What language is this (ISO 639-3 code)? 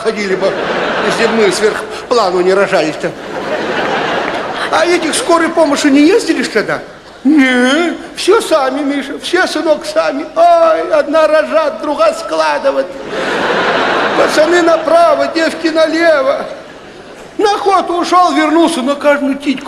rus